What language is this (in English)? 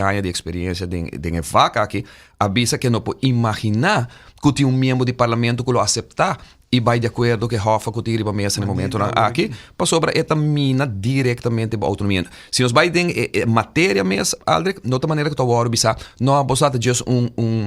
Papiamento